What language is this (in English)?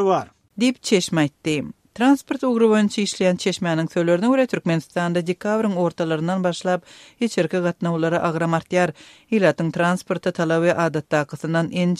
Turkmen